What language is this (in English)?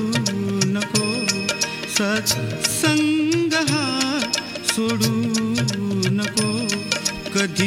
Marathi